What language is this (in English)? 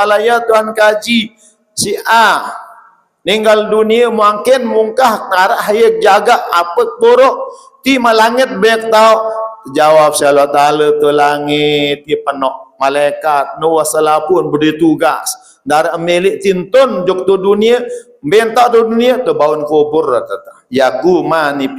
Sasak